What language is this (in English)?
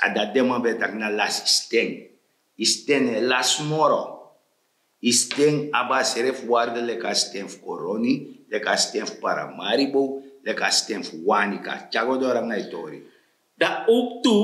Sranan Tongo